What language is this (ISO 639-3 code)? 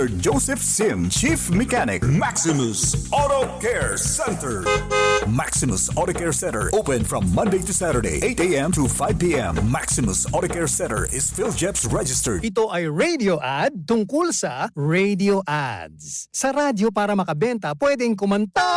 bik